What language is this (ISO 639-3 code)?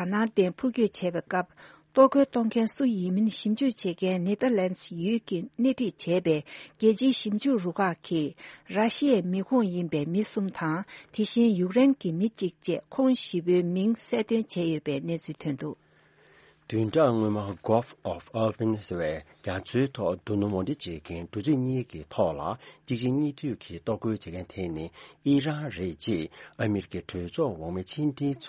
bod